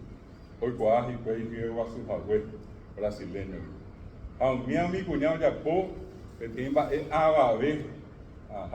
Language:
Guarani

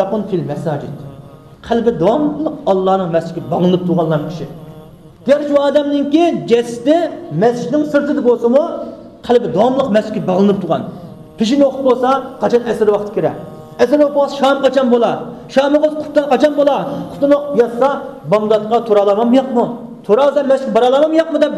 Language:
Uyghur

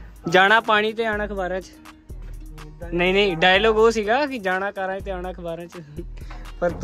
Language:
Punjabi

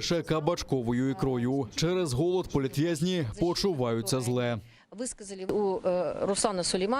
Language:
Crimean Tatar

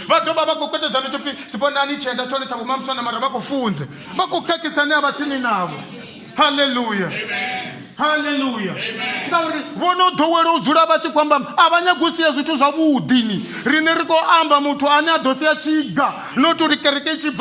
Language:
Venda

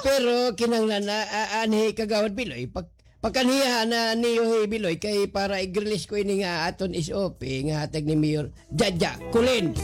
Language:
Waray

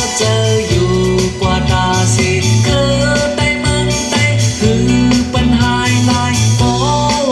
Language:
Shan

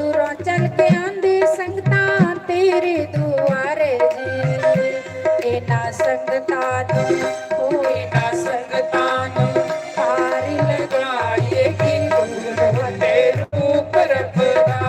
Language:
Dogri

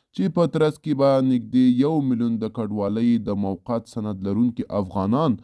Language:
Pashto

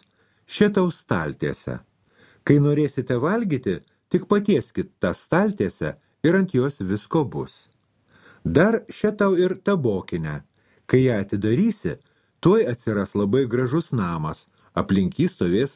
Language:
Lithuanian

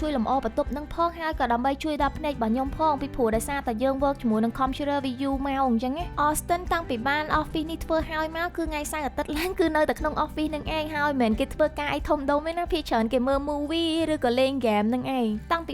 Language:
Khmer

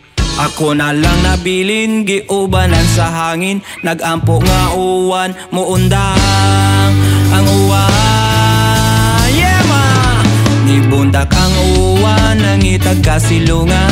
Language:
Cebuano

